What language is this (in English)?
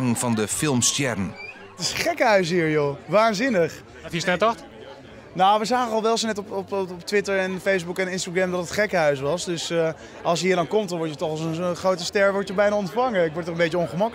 Western Frisian